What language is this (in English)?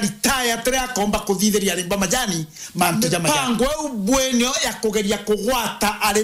Meru